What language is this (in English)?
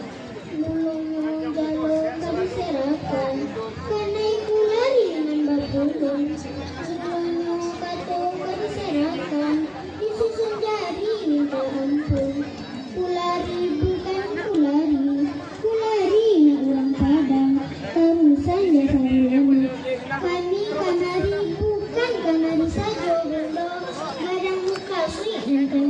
Minangkabau